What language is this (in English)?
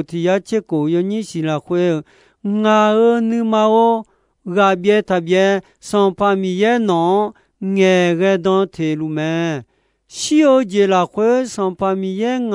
Akha